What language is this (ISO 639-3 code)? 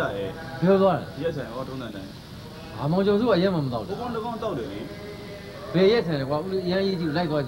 mya